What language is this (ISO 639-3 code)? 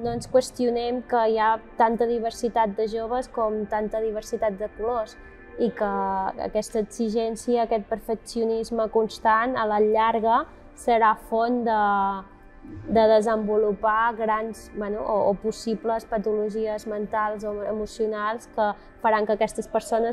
cat